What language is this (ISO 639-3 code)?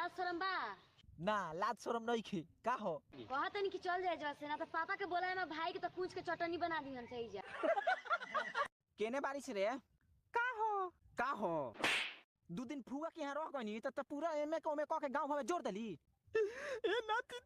bho